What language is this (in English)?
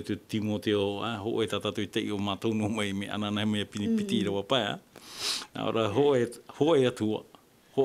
Tahitian